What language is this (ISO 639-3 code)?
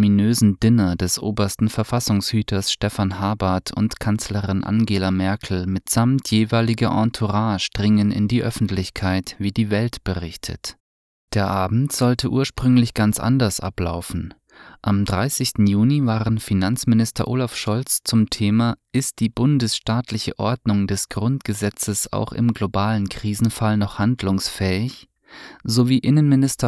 deu